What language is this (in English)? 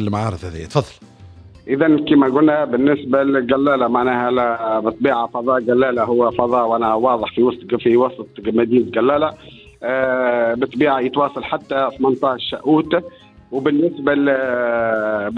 Tunisian Arabic